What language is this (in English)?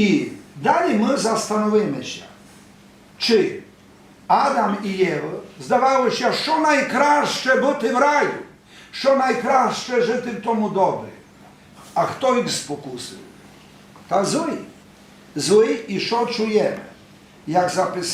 Rusyn